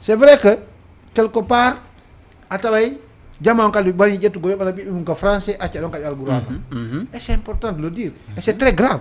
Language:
Fula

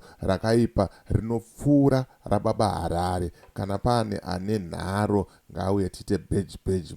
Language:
Shona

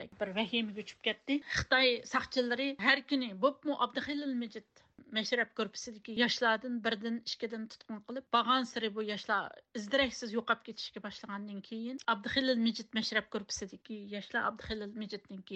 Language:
Uyghur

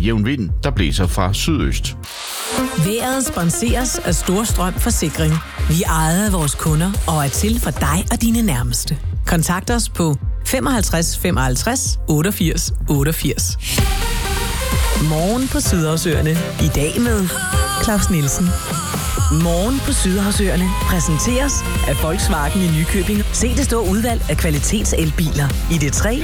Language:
Danish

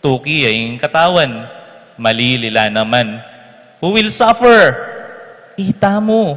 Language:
Pampanga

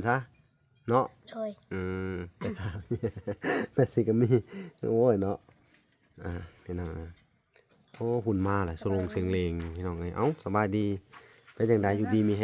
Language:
Lao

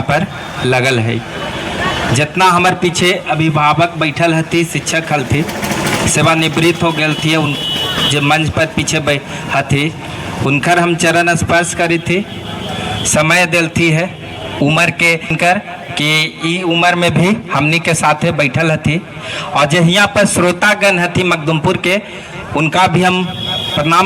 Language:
Magahi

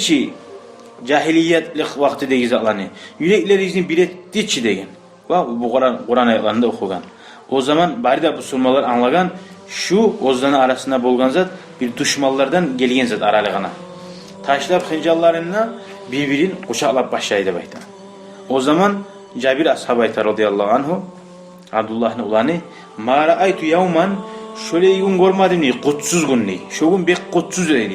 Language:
Kumyk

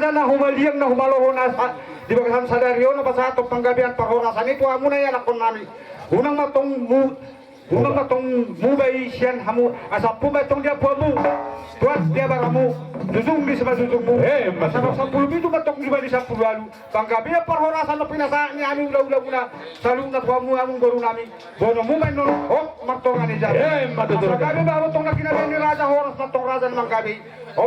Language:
Batak Toba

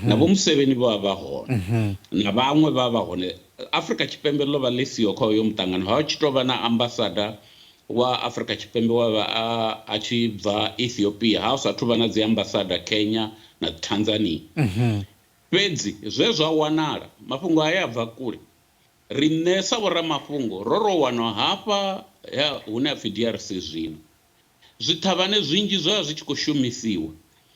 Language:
Venda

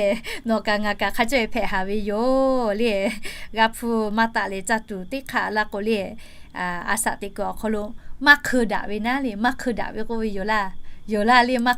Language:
Lahu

